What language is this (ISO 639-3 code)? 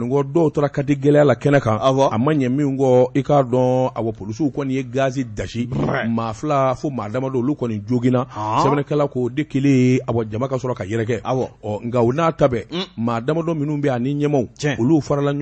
bam